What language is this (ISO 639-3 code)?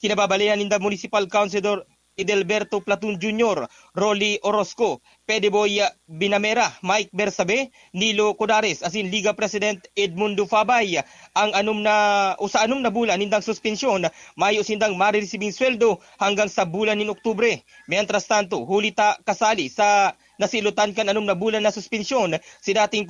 bik